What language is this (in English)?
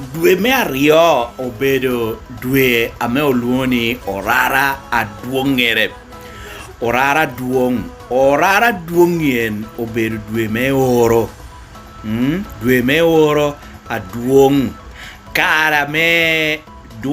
Lango (Uganda)